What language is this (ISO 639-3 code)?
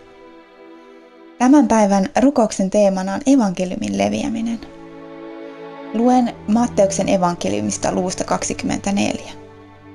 fin